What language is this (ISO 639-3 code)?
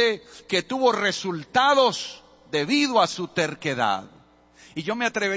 spa